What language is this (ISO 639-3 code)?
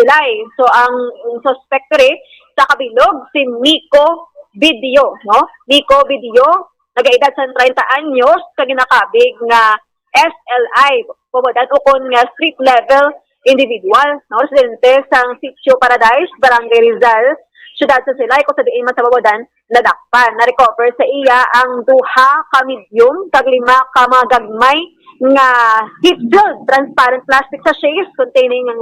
hil